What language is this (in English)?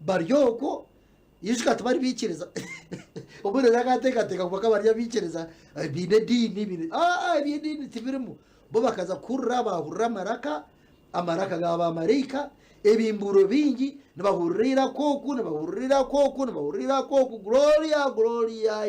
Nyankole